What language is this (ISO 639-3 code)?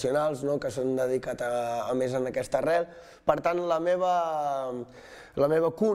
cat